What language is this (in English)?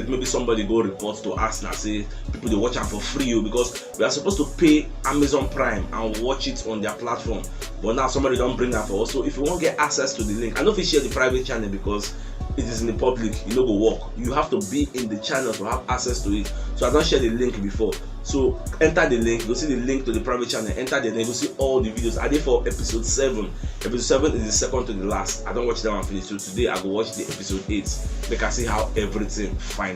Nigerian Pidgin